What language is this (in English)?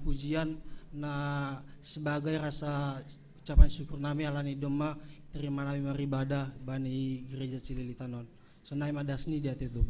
Batak Simalungun